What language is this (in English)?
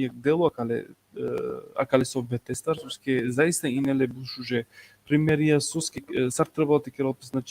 Balkan Romani